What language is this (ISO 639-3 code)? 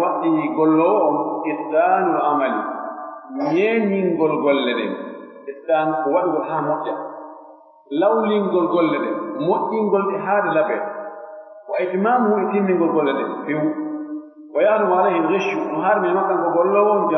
fuf